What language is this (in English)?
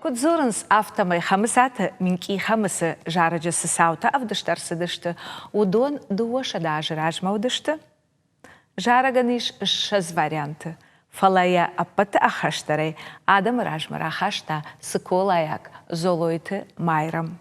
Ossetic